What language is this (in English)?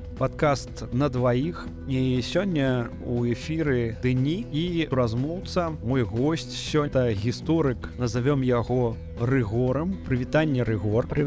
Belarusian